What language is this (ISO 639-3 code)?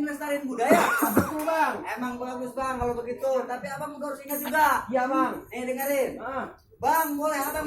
bew